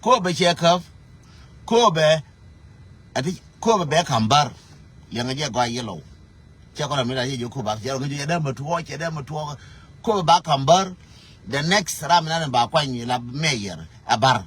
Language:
Nuer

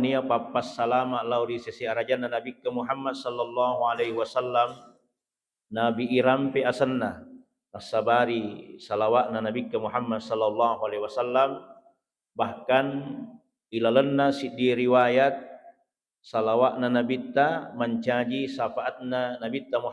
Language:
Buginese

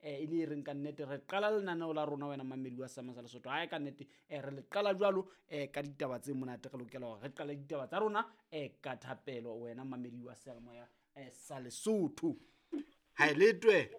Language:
Southern Sotho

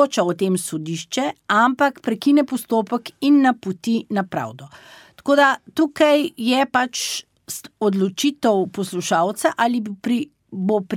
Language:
Slovenian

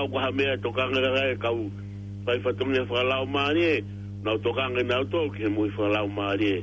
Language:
Tongan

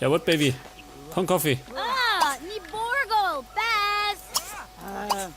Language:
Bavarian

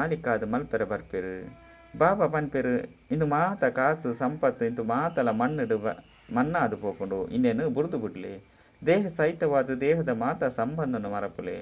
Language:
Tulu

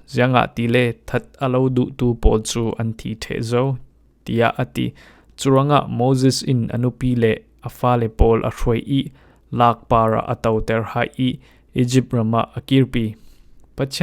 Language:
Falam Chin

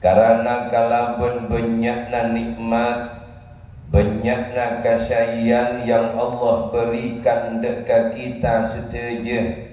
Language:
Madurese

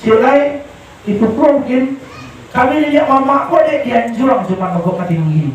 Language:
Minangkabau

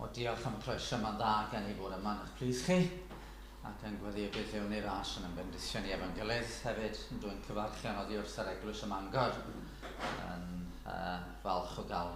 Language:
Welsh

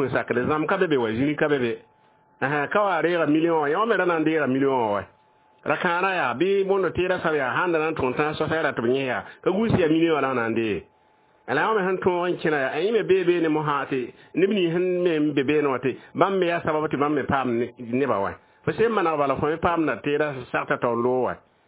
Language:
Mossi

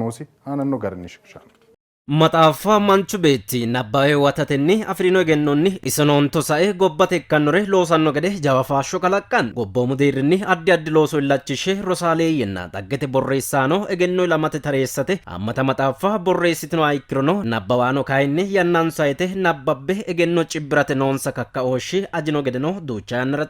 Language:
Sidamo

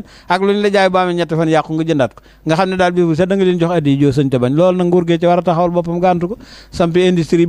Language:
Wolof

